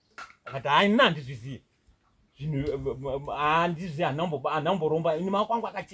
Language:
Shona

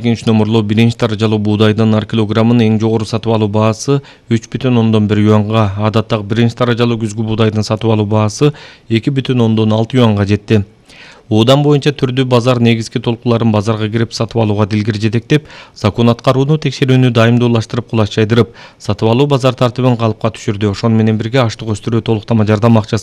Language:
Kyrgyz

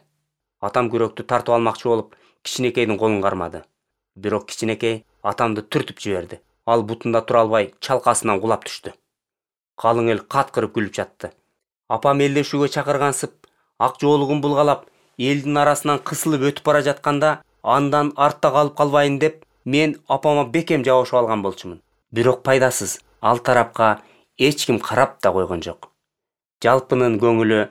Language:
Kyrgyz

